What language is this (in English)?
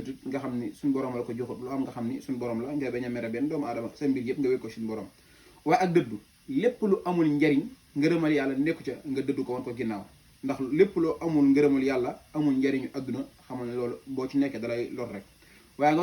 Wolof